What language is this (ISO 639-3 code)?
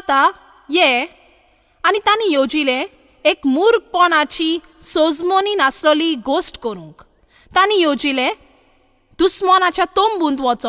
kok